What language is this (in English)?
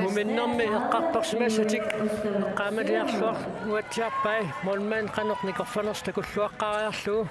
Kalaallisut